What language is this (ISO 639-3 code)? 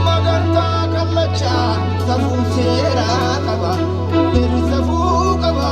orm